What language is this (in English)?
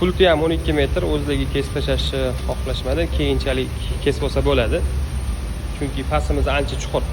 Uzbek